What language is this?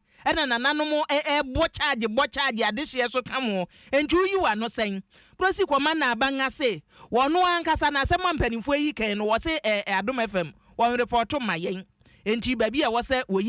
Akan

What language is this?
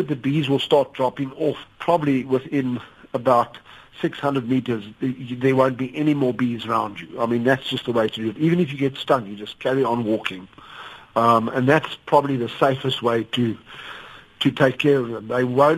English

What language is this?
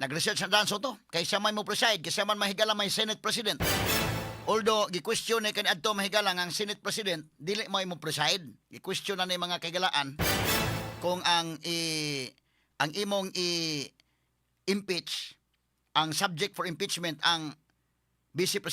Cebuano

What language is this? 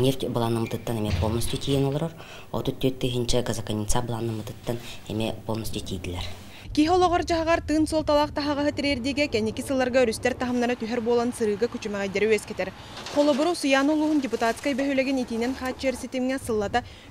Yakut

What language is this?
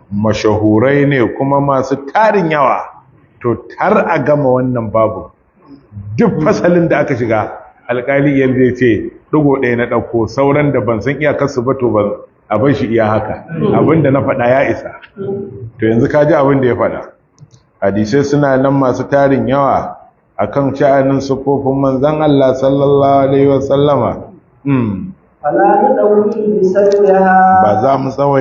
Hausa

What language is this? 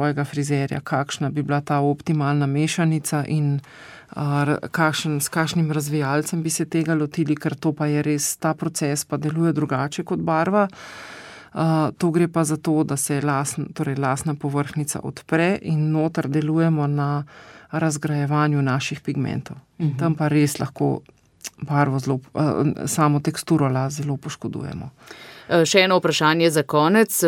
Slovenian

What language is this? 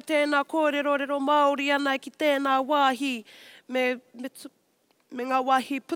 Māori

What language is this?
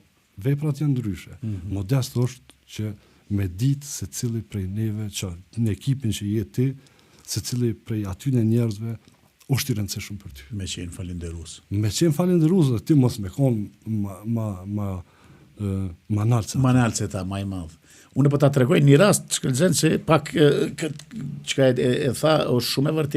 Albanian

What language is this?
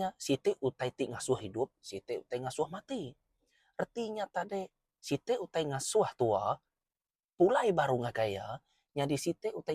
Iban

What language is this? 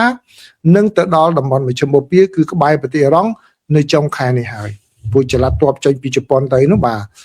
Khmer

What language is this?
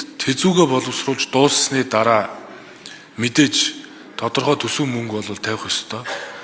Mongolian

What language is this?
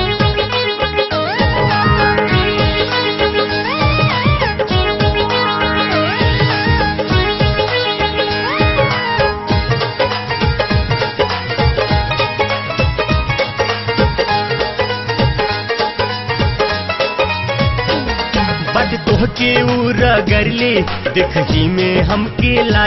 Bhojpuri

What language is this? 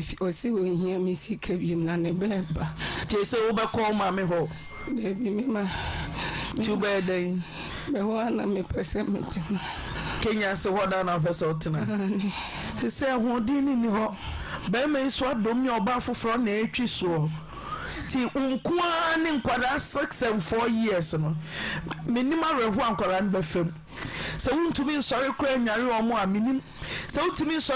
Akan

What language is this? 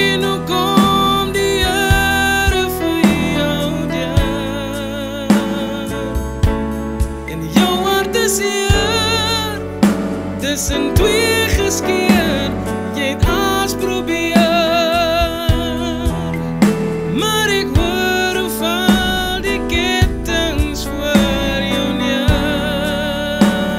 Afrikaans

